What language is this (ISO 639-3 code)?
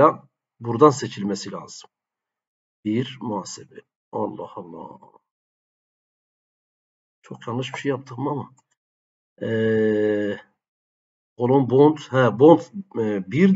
tur